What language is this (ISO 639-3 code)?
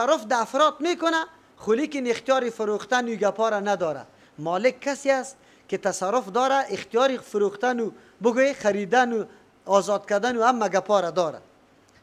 fas